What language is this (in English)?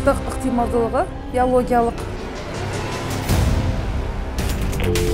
Kazakh